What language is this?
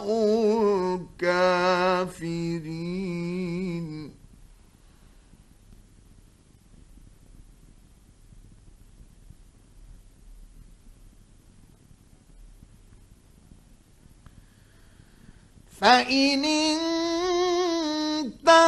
Arabic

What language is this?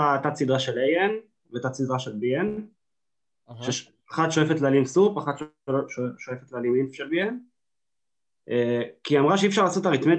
Hebrew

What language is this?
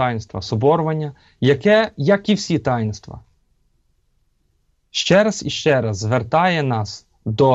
Ukrainian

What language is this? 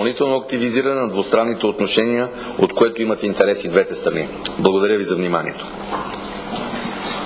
Bulgarian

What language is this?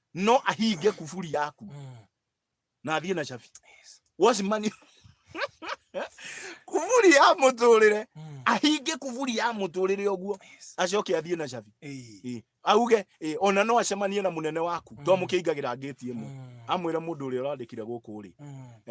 Kikuyu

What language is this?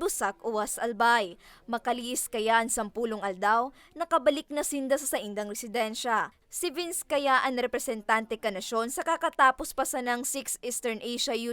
Bikol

